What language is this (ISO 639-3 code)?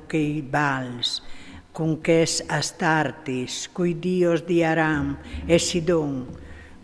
fur